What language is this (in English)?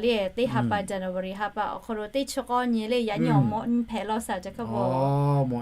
Lahu